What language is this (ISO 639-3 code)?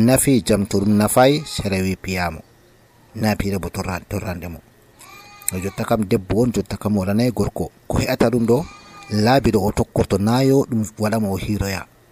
fuv